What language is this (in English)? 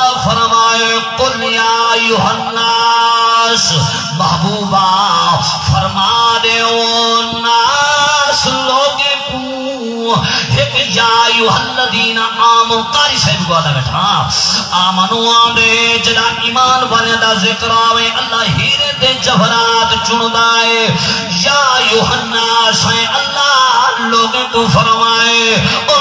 Saraiki